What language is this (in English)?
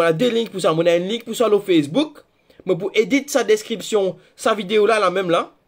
Morisyen